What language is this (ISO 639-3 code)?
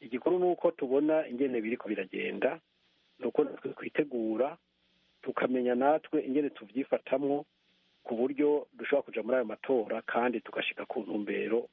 run